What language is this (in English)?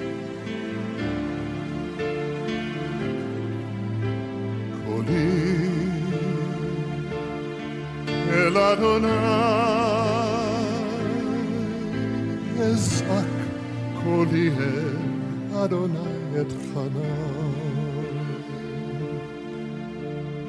Estonian